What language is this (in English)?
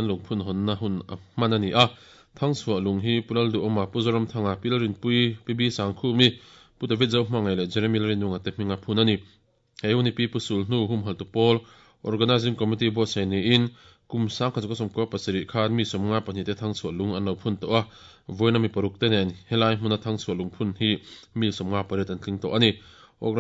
Mizo